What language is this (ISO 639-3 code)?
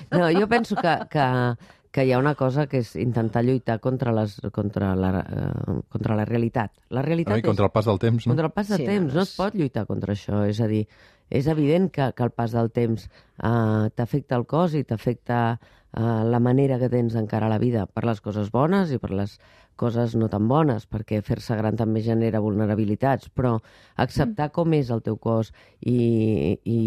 cat